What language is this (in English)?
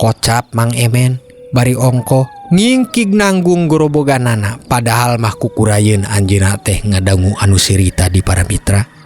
Sundanese